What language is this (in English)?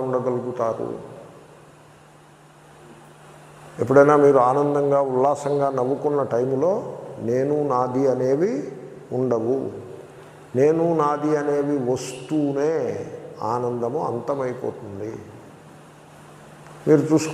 Telugu